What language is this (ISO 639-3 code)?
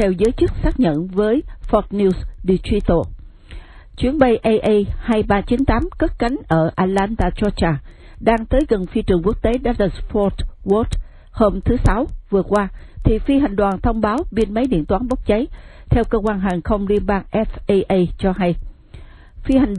vie